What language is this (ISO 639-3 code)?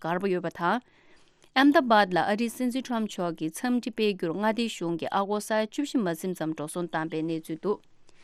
bod